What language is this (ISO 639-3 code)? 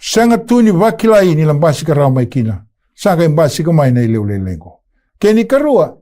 fij